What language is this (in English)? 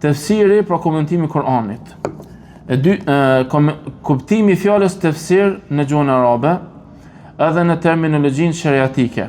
Albanian